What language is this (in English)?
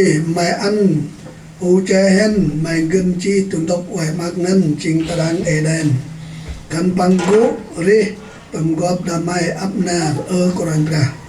Central Mnong